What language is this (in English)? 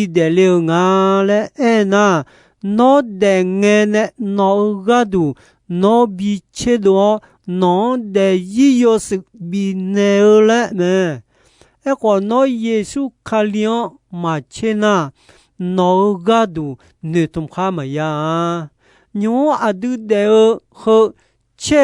Akha